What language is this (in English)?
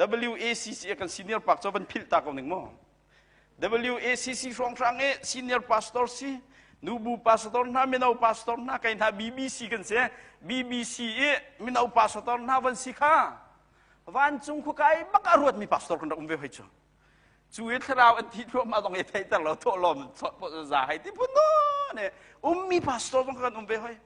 Hakha Chin